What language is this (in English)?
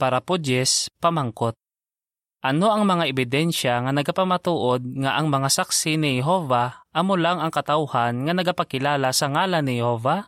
Hiligaynon